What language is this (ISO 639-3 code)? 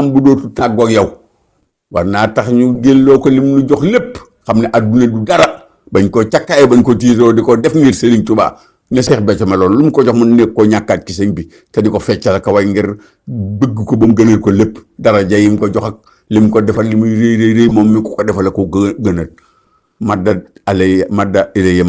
wol